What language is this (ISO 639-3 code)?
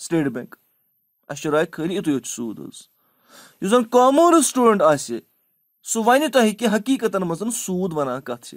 kas